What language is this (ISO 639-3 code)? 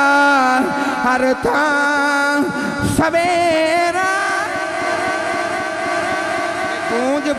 urd